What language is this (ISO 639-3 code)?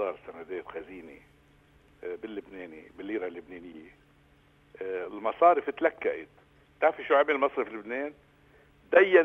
apc